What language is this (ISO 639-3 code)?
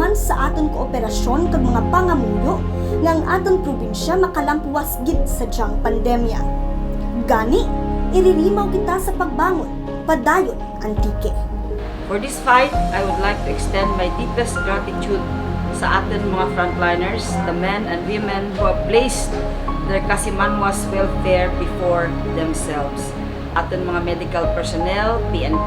krj